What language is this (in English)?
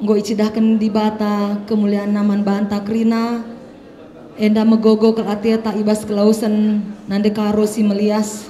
Batak Karo